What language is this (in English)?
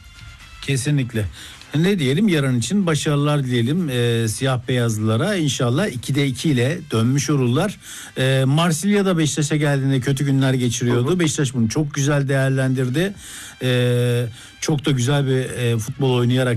Turkish